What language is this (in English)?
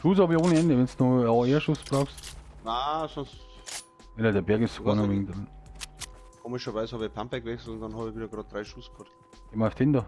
Bavarian